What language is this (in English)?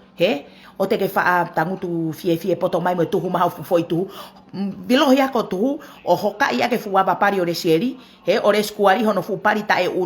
Tongan